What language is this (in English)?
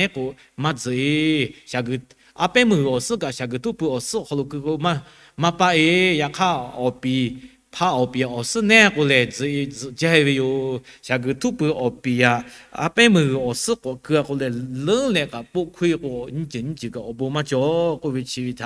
Lahu